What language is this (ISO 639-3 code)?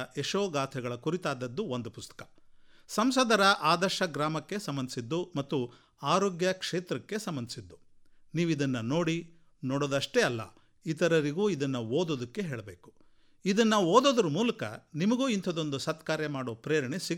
kan